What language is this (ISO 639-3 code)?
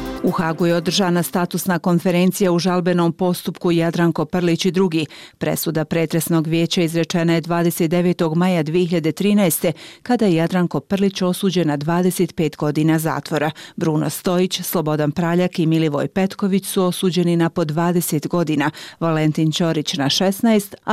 bos